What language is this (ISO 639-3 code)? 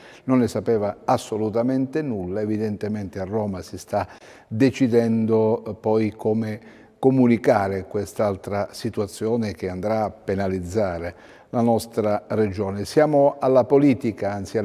ita